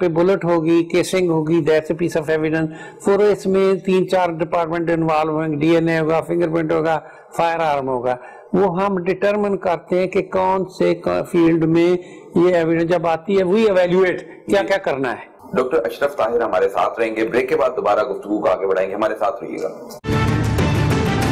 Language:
Urdu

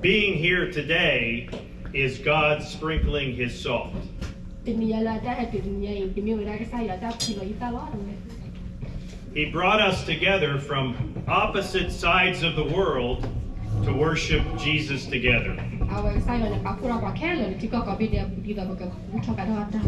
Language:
S'gaw Karen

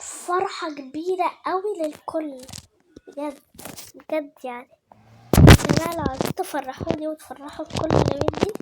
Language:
Egyptian Arabic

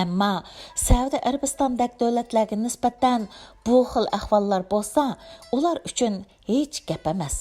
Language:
Uyghur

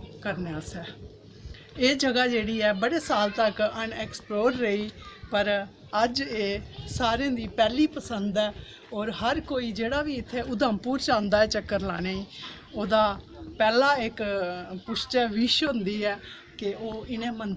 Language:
Dogri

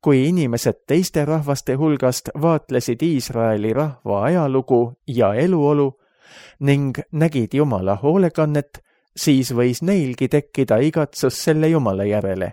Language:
Estonian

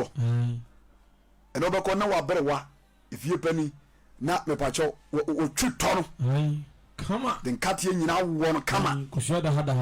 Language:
Akan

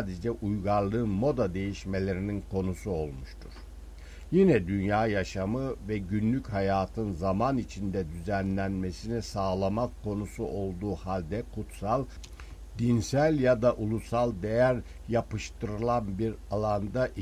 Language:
Turkish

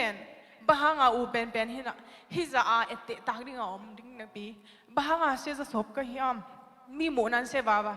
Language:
Tedim Chin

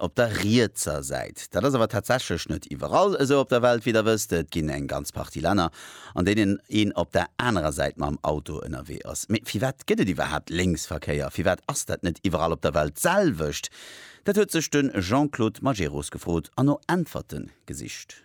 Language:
Luxembourgish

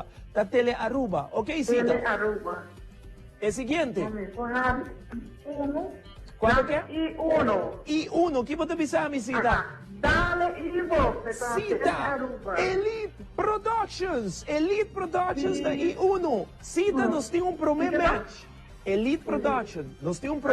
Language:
Papiamento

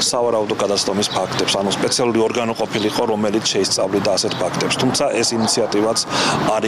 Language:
Georgian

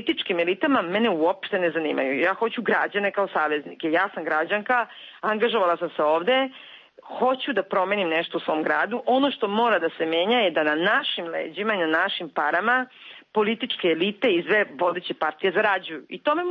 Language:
Serbian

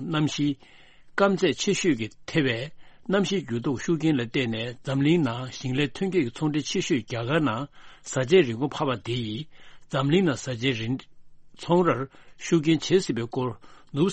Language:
Tibetan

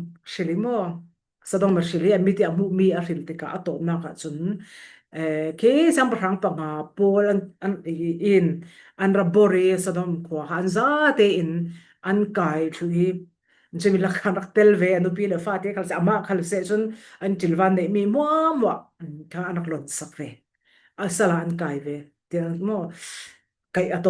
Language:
Falam Chin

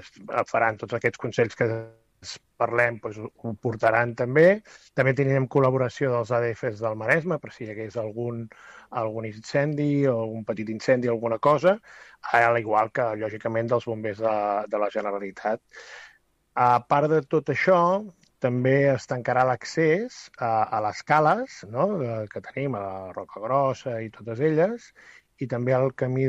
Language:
Catalan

